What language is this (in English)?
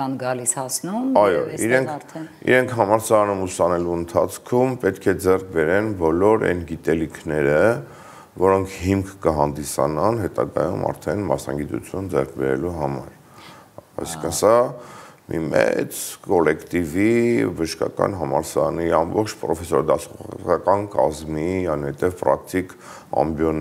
Armenian